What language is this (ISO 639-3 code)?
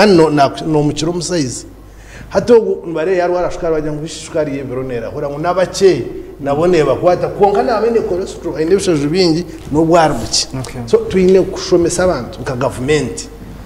nyn